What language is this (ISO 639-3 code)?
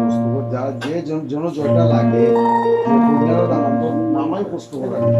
syl